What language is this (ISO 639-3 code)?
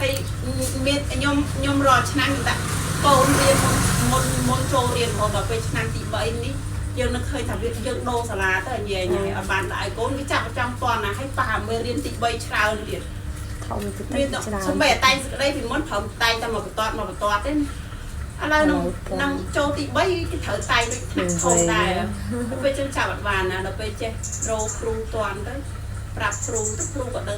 khm